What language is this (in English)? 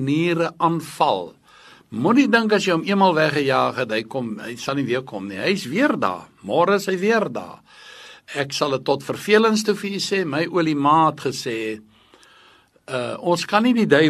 Afrikaans